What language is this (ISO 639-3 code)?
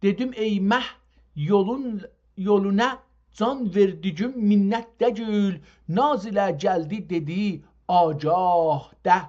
azb